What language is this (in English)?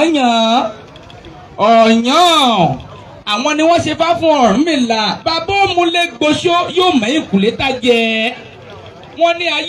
Yoruba